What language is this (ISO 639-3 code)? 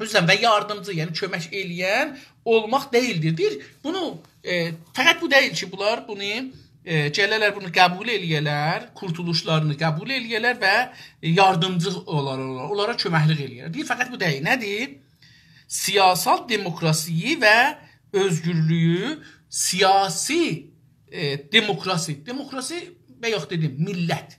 azb